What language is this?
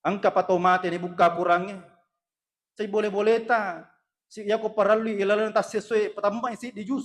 Buginese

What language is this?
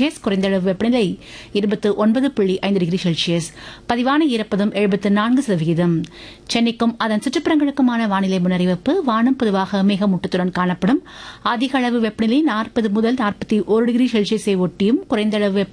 Tamil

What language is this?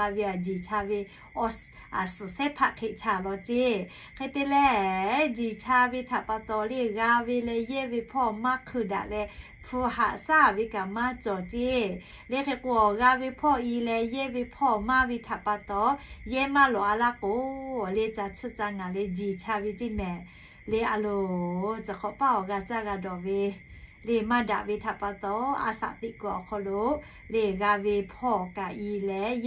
Lahu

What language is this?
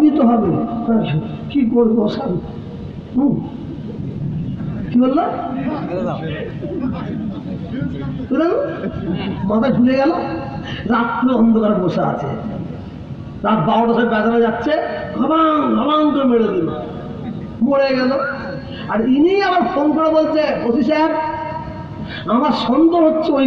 Bangla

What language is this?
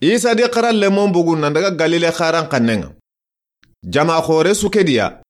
Soninke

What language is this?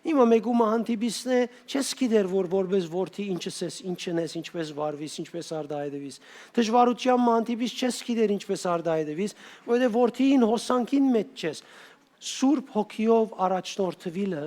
Western Armenian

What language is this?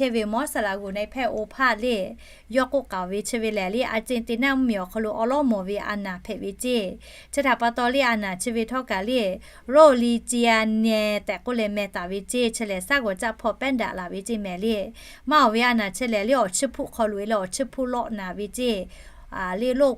Lahu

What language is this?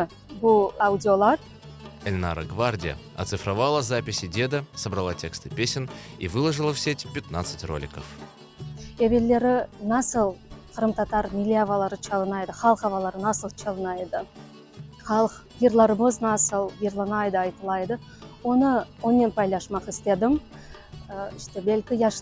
Crimean Tatar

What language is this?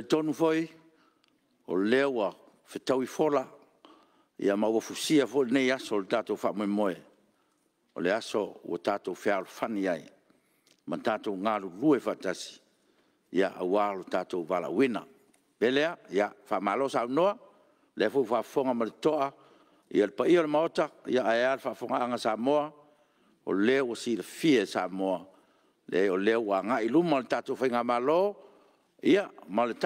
Samoan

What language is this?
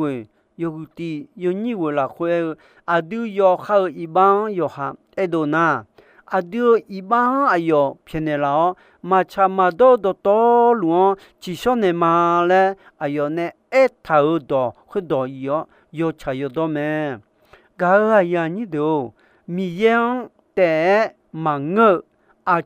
Akha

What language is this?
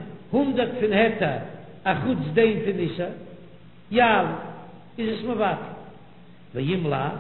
Yiddish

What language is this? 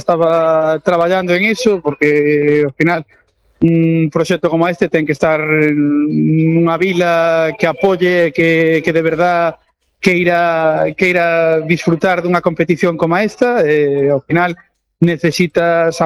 Galician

